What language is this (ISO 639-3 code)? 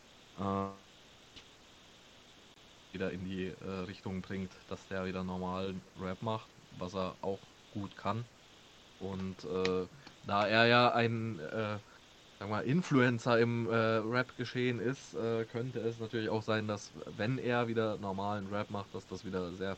deu